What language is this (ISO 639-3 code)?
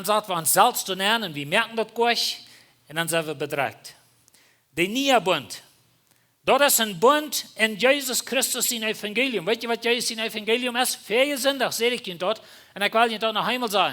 pdt